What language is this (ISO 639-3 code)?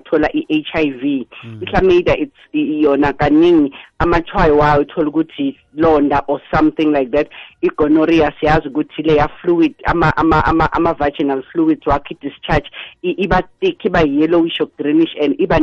nbl